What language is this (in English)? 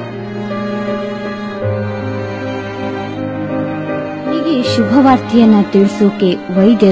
Kannada